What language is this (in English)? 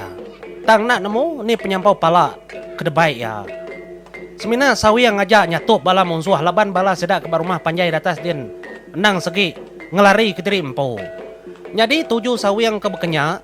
Iban